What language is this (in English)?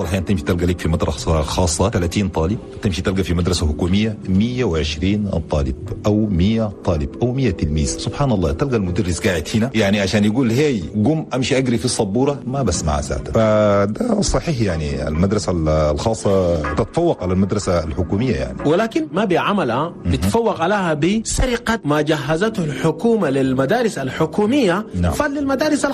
Chadian Arabic